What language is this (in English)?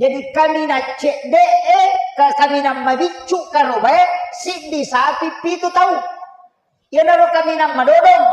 Buginese